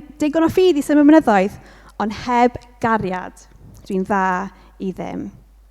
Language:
Welsh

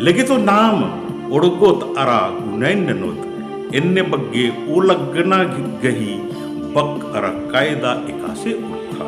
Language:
Kurukh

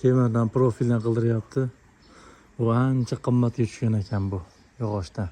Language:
Uzbek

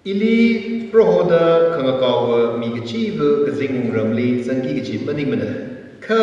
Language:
Tangkhul Naga (India)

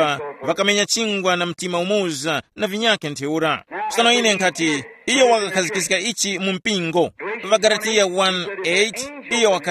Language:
Tumbuka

